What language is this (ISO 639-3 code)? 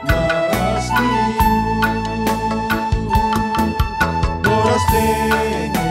bts